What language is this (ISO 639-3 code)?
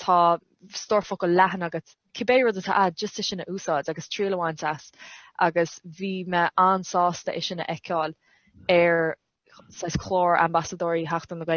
gle